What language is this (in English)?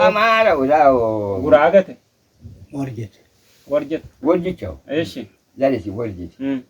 Sidamo